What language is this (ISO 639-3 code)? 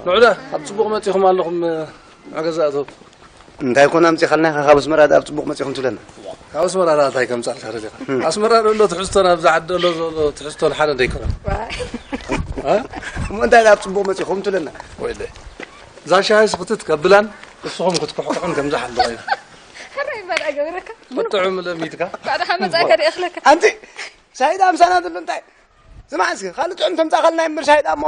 tir